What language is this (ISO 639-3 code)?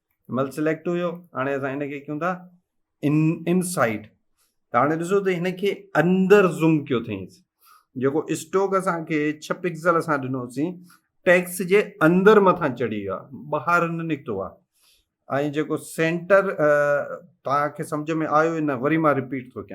snd